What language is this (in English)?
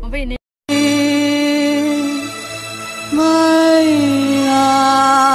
Burmese